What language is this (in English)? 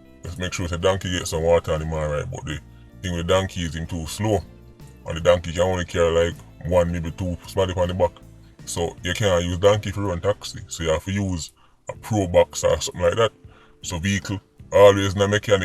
Jamaican Creole English